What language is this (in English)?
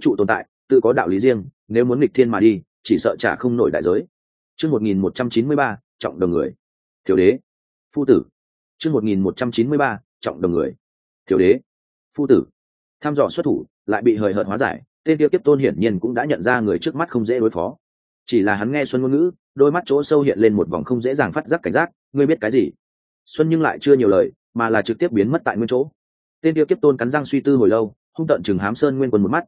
Vietnamese